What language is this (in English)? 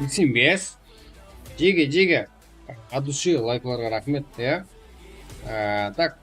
Kara-Kalpak